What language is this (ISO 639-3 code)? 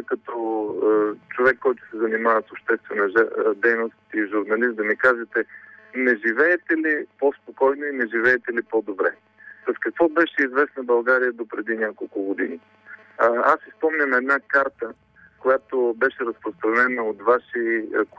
bul